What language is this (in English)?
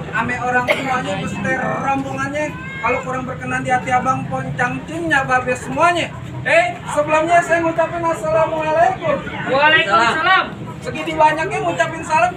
Betawi